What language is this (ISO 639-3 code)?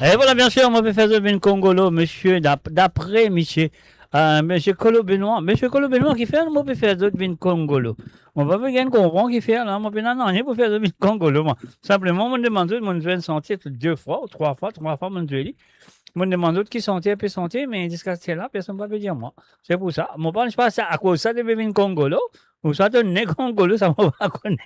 mfe